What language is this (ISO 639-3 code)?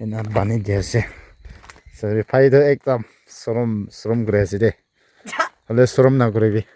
nag